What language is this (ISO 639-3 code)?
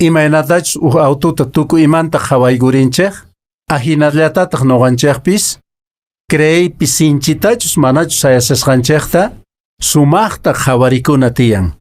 que